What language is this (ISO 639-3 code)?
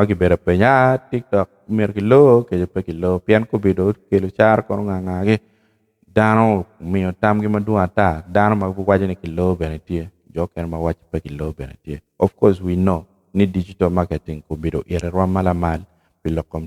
ach